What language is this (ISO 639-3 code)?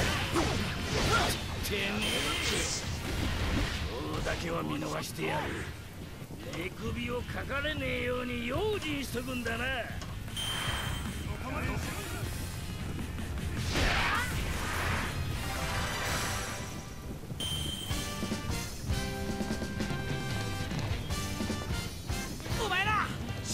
jpn